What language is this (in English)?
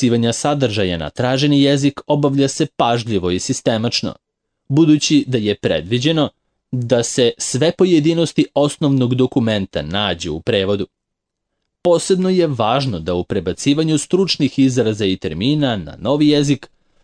Serbian